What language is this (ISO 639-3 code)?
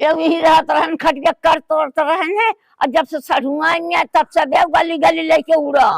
awa